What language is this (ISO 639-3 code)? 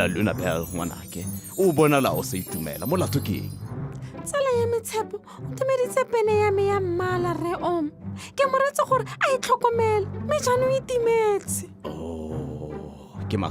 tsn